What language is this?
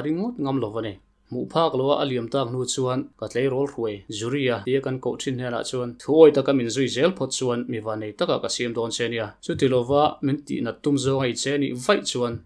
Mizo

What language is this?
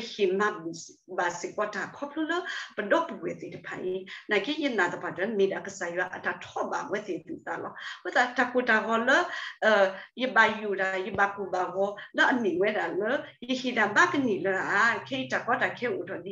S'gaw Karen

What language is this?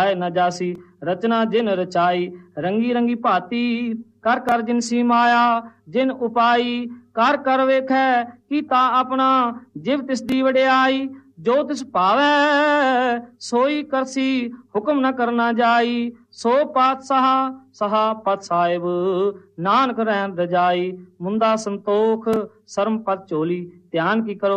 Punjabi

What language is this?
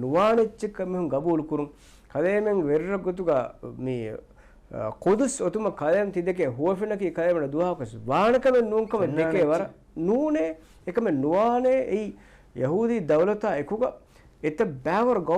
Divehi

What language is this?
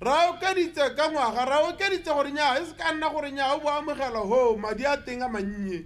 Tswana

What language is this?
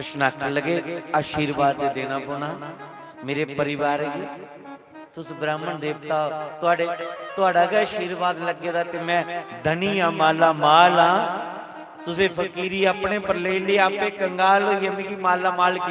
Dogri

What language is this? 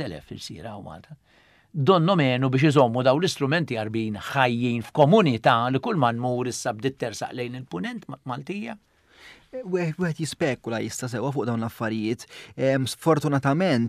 Maltese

